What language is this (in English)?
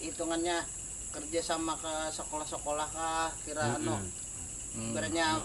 Banjar